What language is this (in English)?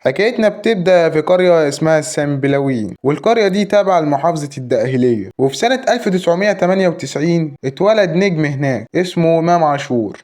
Egyptian Arabic